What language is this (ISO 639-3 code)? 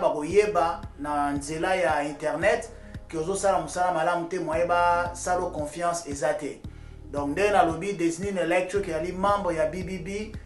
lin